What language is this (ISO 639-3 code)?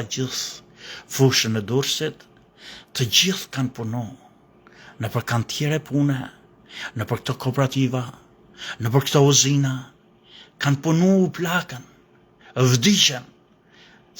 sqi